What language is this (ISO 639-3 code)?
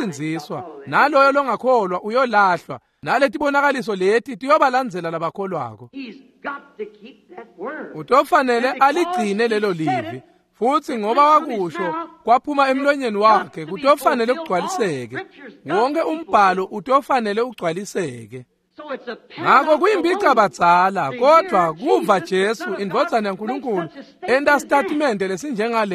ssw